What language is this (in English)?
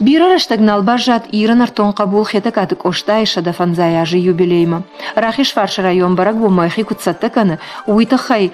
Ossetic